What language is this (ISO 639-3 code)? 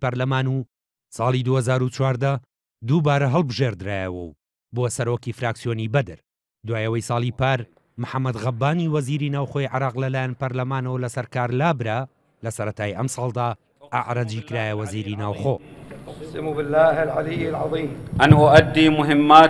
ckb